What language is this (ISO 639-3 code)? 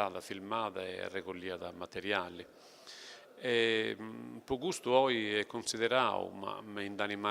srd